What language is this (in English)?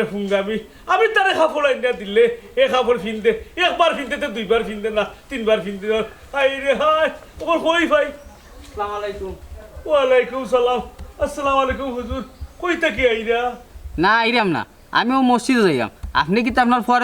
Sylheti